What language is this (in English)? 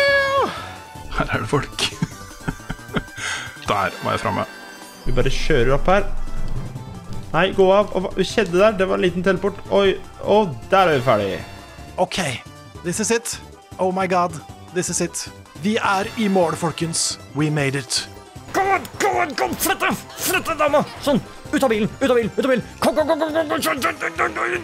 Norwegian